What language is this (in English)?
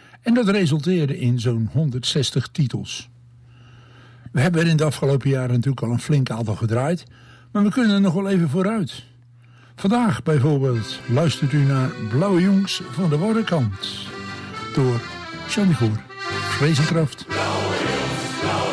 Dutch